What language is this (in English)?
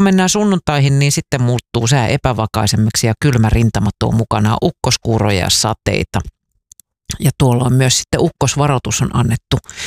Finnish